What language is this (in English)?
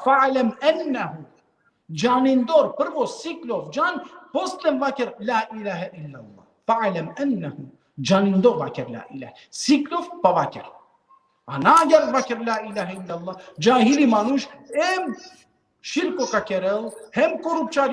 Balkan Romani